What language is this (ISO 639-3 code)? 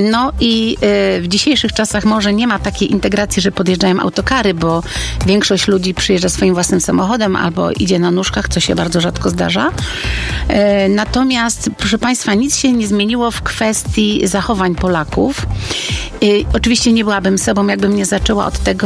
pol